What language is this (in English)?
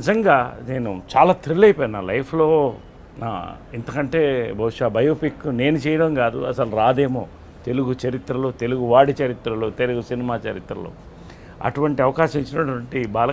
Telugu